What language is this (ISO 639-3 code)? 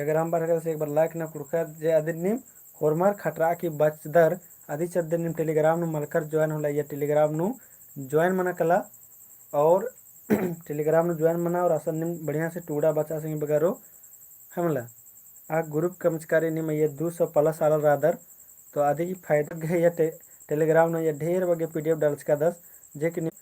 kru